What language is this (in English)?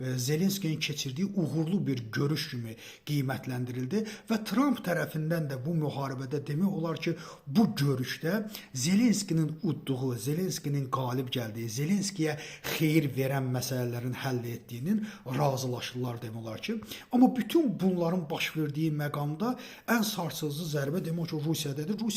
Azerbaijani